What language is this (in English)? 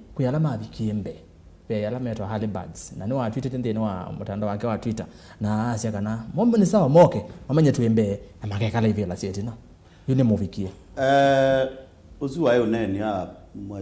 Kamba